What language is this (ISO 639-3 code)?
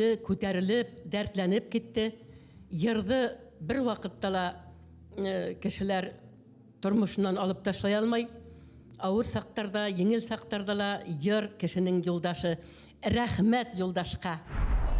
bak